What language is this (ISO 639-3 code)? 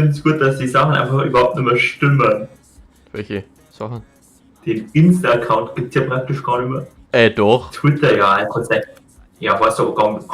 bar